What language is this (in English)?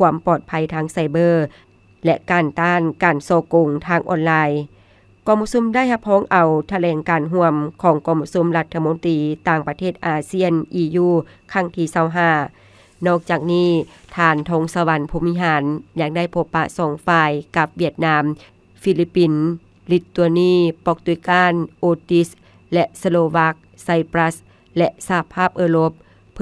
Lao